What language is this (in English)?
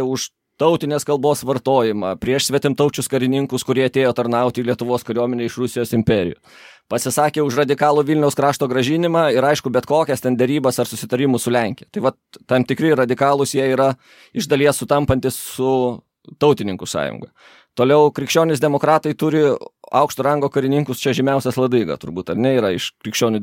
Lithuanian